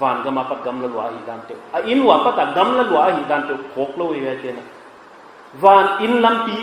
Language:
Paite Chin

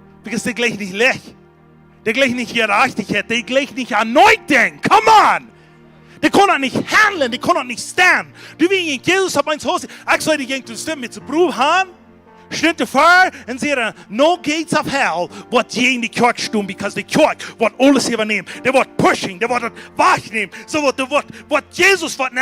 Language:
Plautdietsch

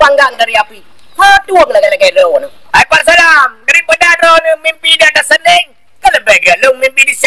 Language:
Achinese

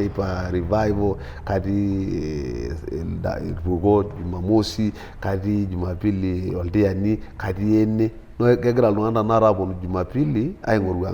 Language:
Masai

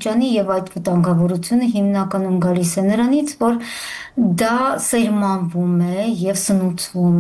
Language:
Armenian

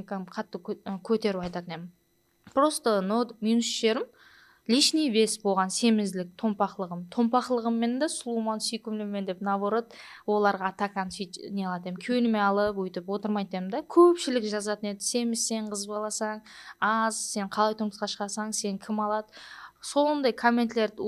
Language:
Kara-Kalpak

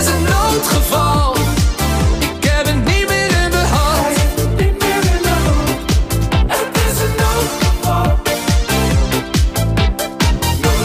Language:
Dutch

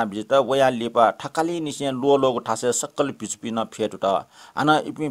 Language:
Newari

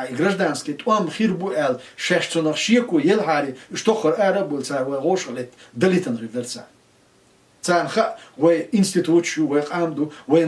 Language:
Chechen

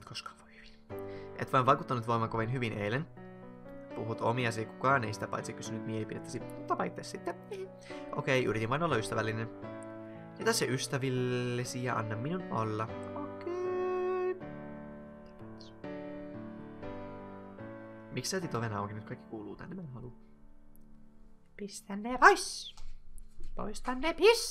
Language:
Finnish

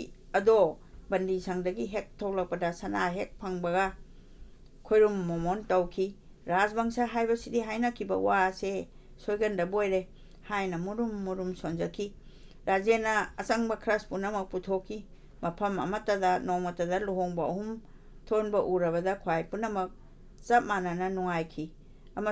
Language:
Manipuri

